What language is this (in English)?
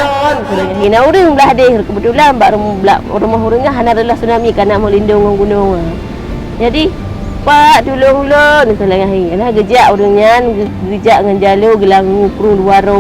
Achinese